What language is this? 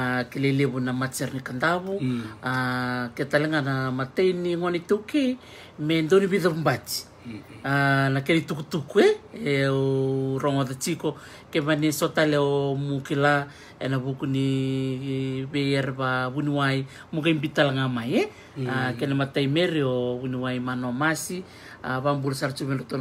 Fijian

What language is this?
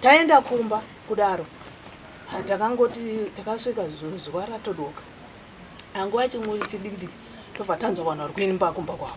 Shona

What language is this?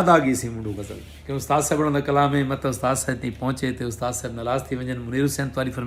Saraiki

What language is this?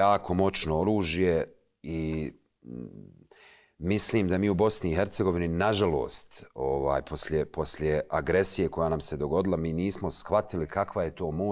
Bosnian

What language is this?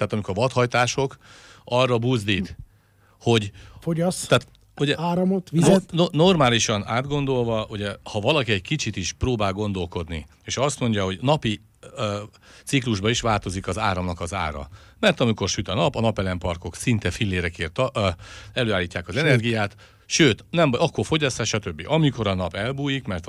Hungarian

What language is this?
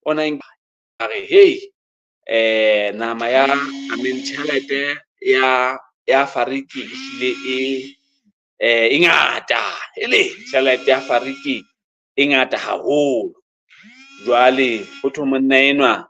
Southern Sotho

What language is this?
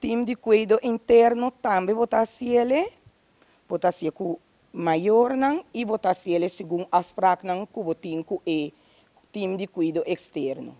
Papiamento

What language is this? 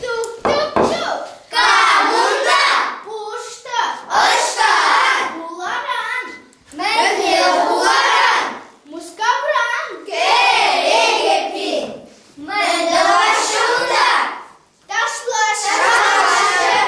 Chuvash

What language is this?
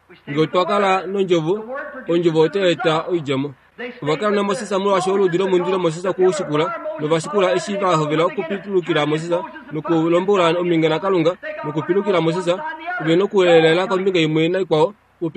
Kuanyama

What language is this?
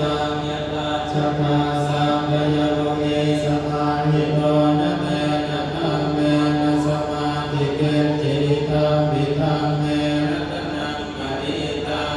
Pali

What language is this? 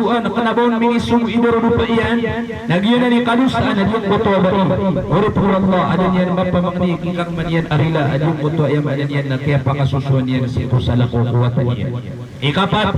Maranao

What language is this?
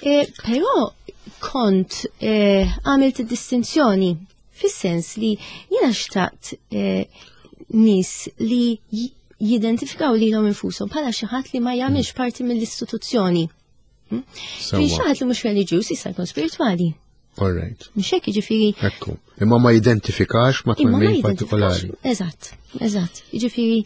Maltese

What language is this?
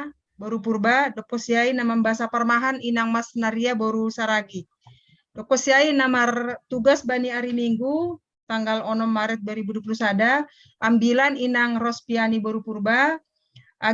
Batak Simalungun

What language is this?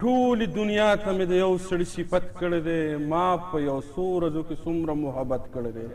Pashto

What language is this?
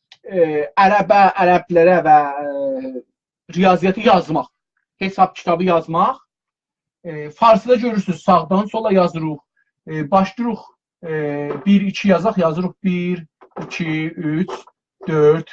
South Azerbaijani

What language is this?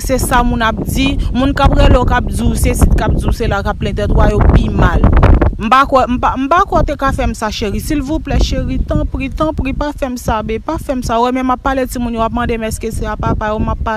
Haitian Creole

